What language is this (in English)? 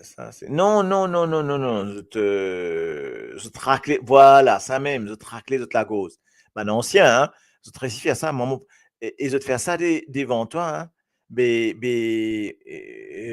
Morisyen